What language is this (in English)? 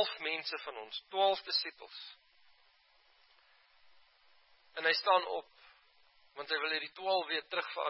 Afrikaans